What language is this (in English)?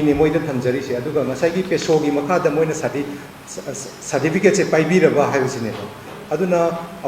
Manipuri